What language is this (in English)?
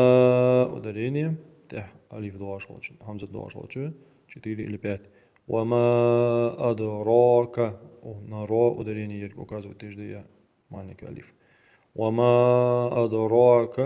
Ingush